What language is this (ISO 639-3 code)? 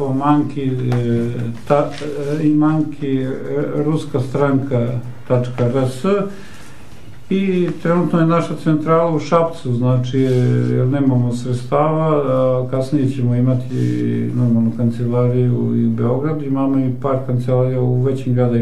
srp